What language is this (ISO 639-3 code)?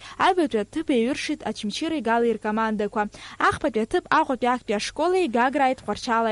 abk